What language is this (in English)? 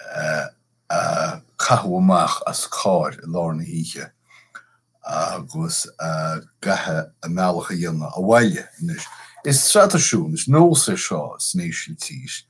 Irish